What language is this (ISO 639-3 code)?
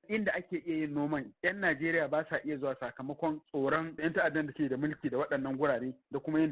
hau